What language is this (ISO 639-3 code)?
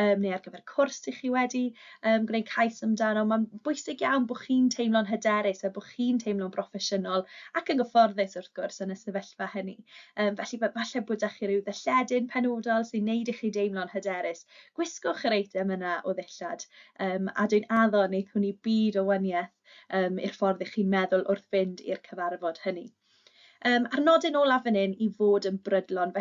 cym